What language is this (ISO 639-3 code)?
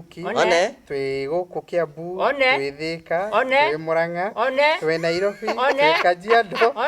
kik